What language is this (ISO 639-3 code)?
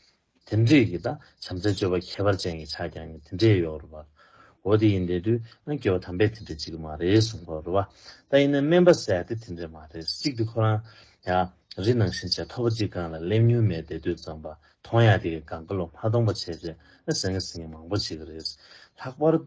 bod